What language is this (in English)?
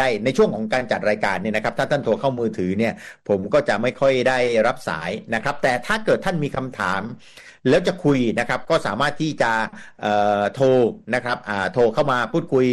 Thai